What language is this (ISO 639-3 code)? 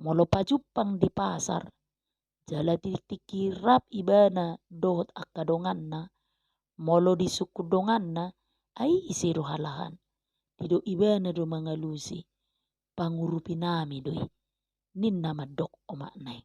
bbc